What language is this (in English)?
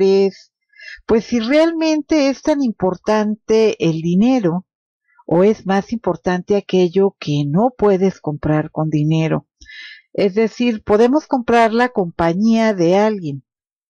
Spanish